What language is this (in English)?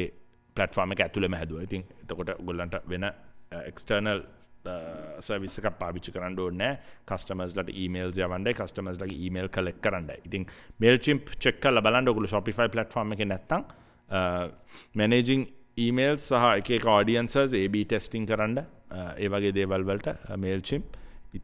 Sinhala